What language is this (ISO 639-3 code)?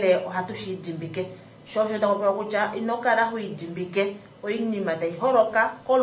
kua